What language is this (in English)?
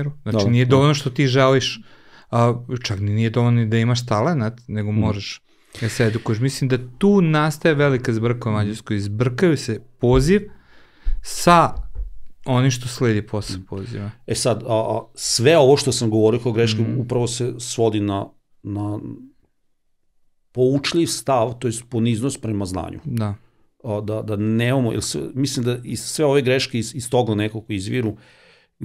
Serbian